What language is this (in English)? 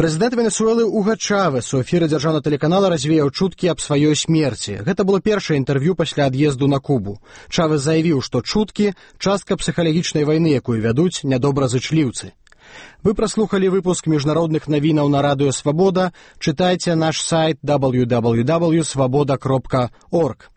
Belarusian